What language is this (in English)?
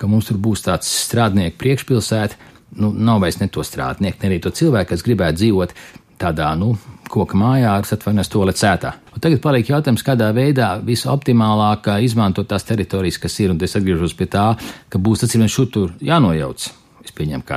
Latvian